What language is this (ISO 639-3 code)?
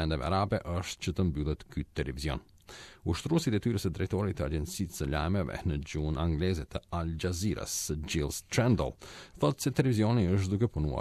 sqi